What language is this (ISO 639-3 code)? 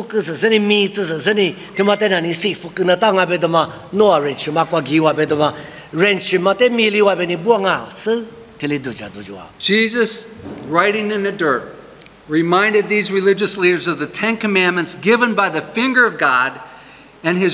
lis